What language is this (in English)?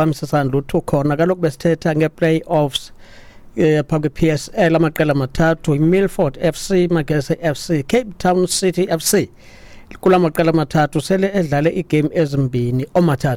Xhosa